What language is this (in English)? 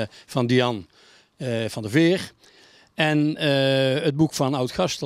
Dutch